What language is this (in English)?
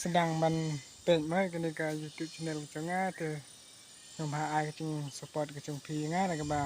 Khasi